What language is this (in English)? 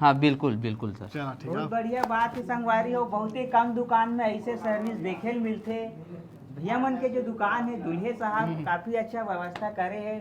Chhattisgarhi